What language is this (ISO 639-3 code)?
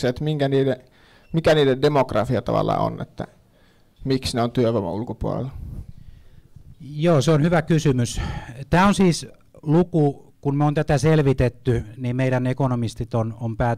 fin